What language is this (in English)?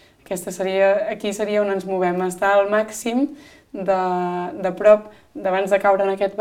Catalan